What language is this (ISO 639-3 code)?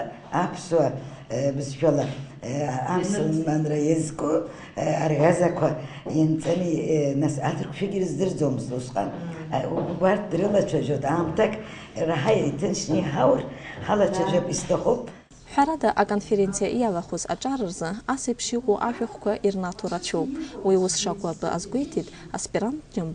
abk